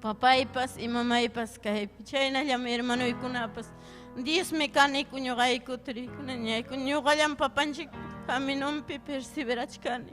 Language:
Ayacucho Quechua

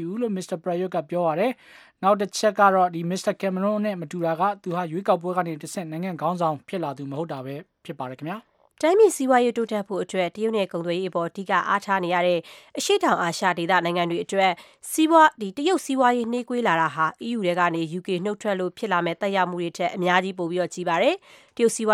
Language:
Burmese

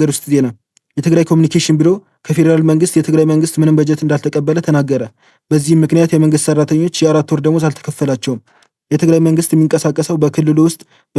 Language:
Amharic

